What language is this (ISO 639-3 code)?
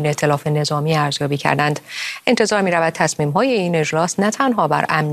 fas